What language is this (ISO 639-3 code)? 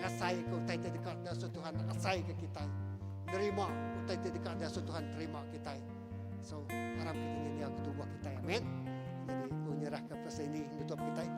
iba